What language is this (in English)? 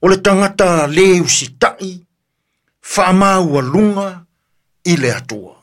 Samoan